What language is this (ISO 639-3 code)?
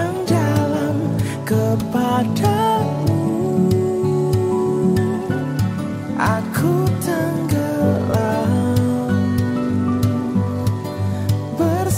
ind